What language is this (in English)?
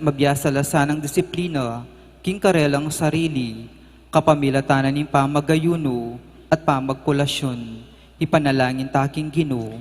Pampanga